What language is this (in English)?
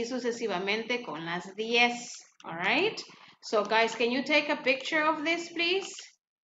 Spanish